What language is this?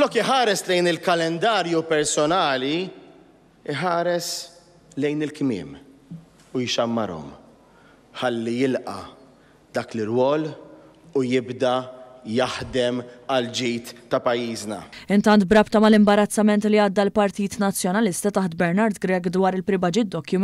Maltese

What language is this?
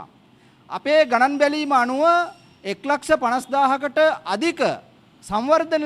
Sinhala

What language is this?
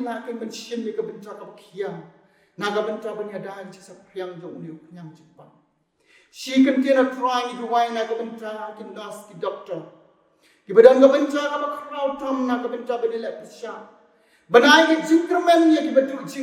Khasi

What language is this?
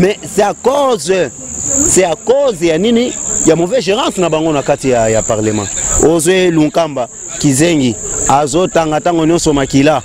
Lingala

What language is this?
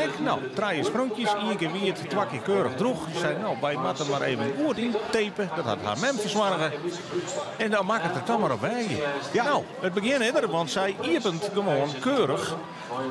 Western Frisian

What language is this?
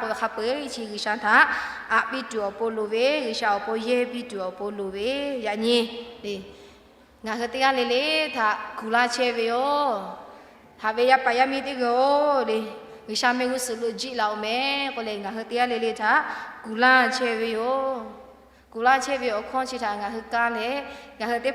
Lahu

